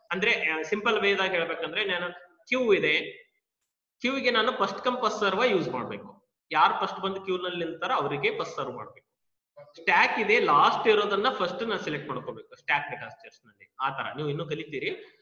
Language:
Kannada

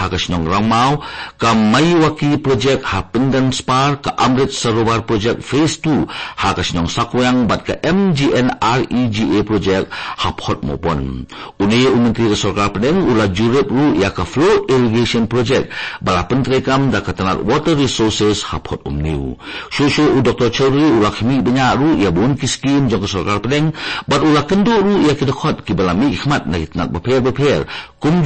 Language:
Khasi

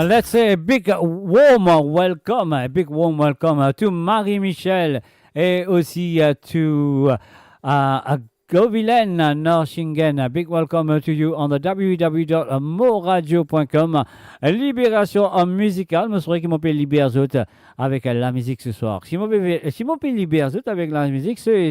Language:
Morisyen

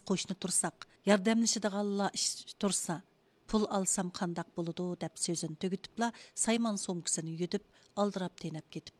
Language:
Uyghur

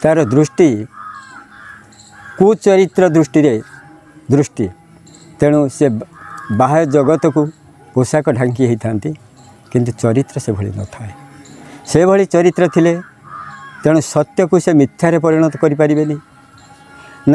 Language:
Odia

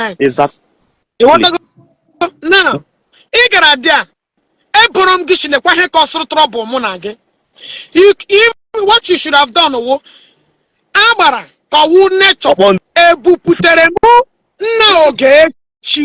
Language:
Igbo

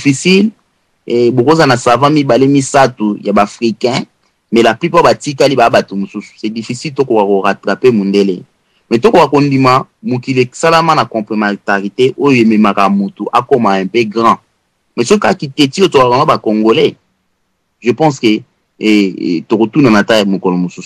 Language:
Lingala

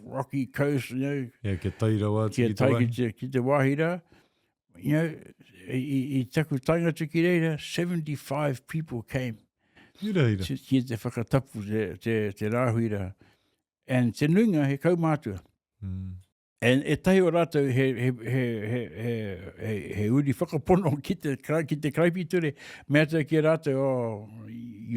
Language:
Māori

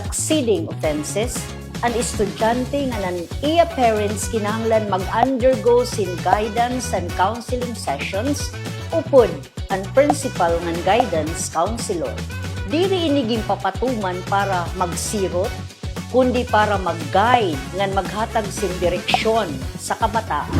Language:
Waray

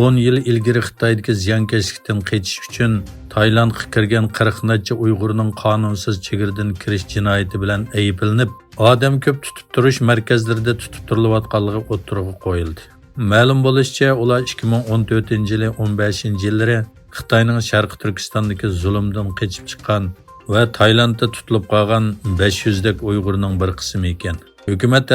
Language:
Uyghur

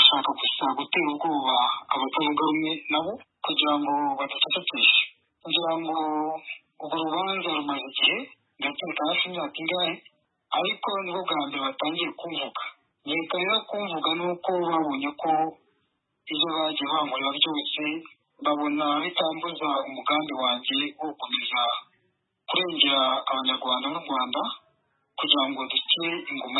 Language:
Kinyarwanda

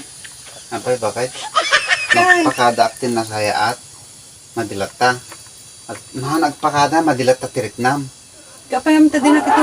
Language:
Iloko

